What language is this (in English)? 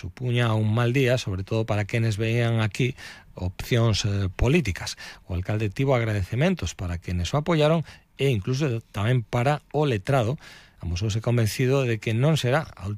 Galician